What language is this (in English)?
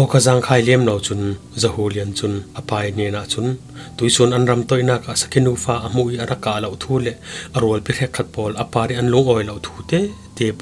Falam Chin